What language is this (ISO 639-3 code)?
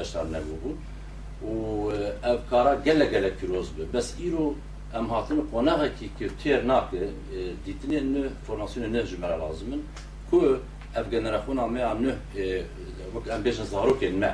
kur